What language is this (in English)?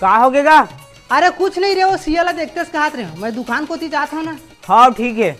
Chhattisgarhi